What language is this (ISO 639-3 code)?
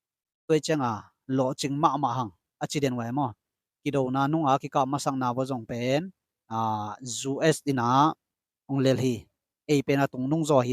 ctd